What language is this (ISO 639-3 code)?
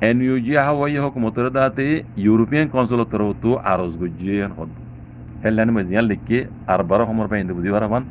rhg